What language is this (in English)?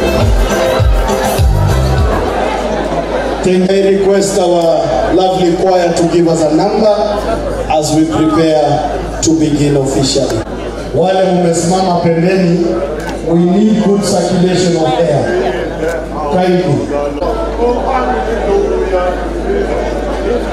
Swahili